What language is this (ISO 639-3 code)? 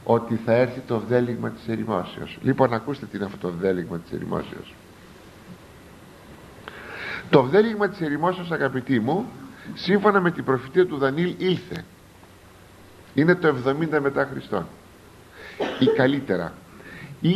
ell